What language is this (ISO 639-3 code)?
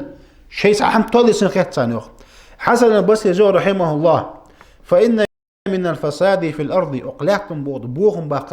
inh